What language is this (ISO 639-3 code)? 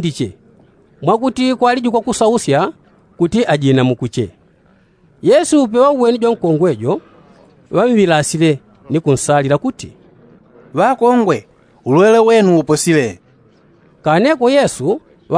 yao